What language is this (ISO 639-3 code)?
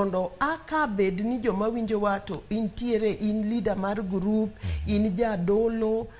luo